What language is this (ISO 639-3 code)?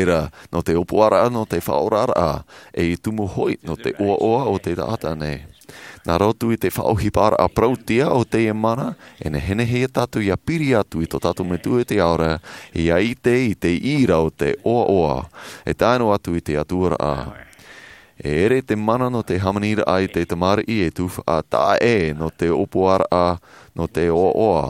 tah